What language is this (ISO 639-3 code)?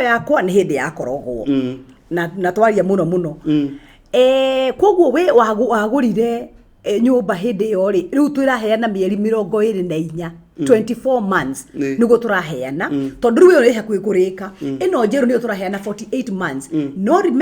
kik